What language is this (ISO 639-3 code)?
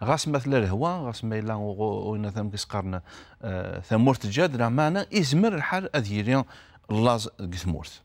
kab